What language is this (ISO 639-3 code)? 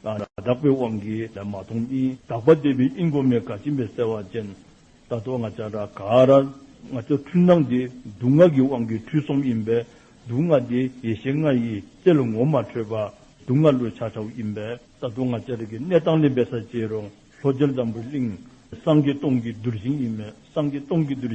dzo